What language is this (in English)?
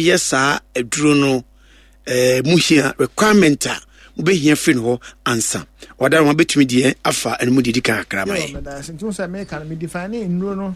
Akan